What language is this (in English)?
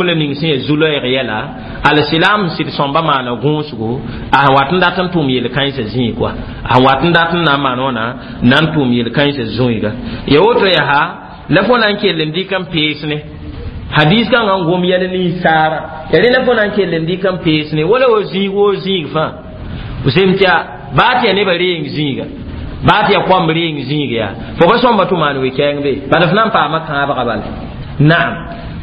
Mossi